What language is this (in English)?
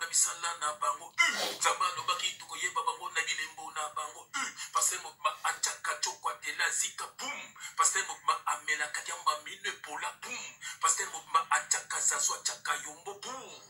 Lingala